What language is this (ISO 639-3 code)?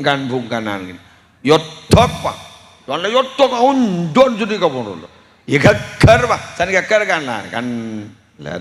mad